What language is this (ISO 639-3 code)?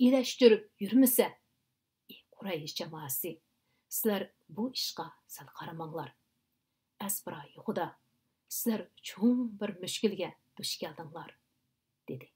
uig